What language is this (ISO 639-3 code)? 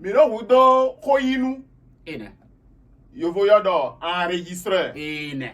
fon